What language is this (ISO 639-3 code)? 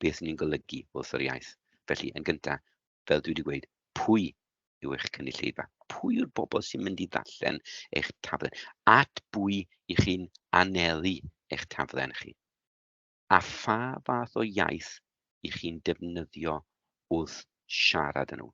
cym